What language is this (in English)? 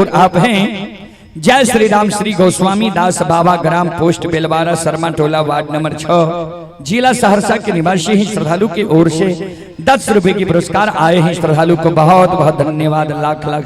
Maithili